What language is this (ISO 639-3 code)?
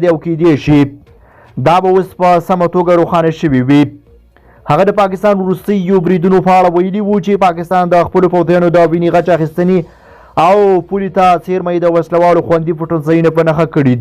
pus